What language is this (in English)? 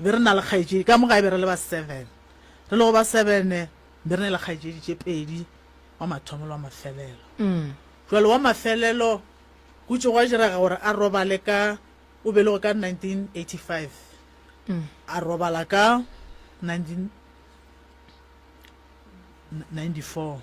Northern Sotho